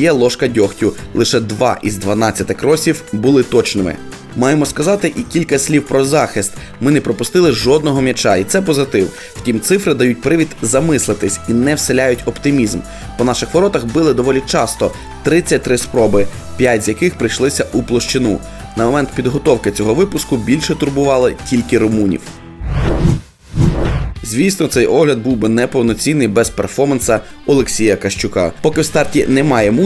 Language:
Ukrainian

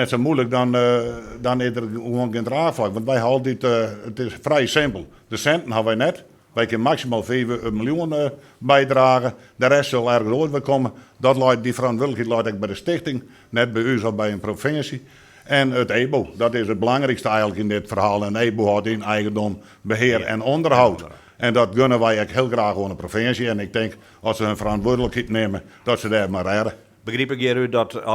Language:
Western Frisian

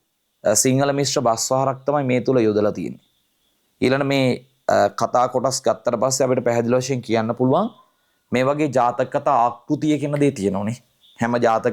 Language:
Sinhala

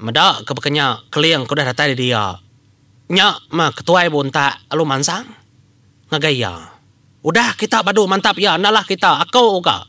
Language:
Iban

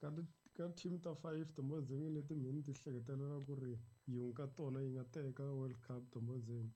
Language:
Tsonga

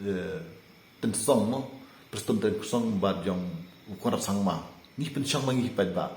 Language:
Khasi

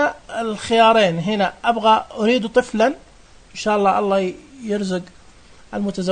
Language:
Najdi Arabic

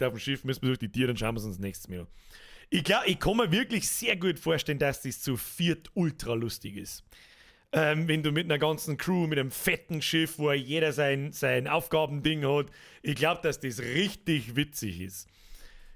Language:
Bavarian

